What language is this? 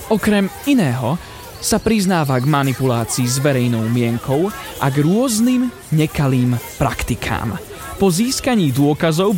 Slovak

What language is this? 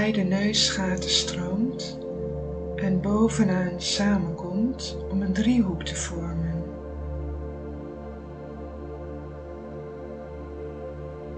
Dutch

